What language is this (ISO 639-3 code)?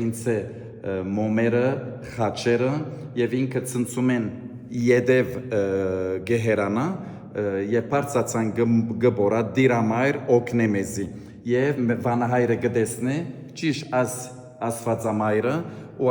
hyw